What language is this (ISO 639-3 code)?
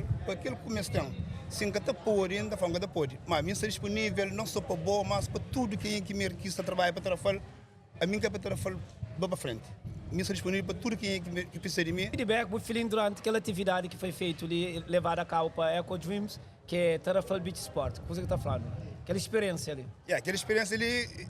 kea